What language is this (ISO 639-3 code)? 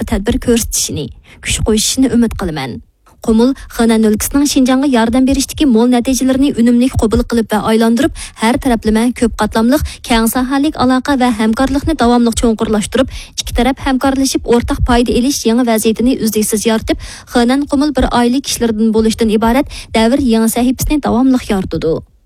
uig